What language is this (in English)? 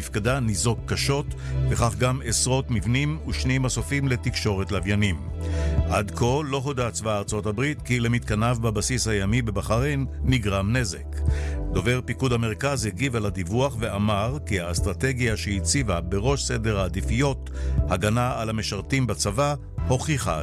Hebrew